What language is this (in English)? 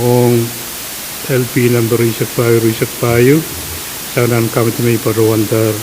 Pohnpeian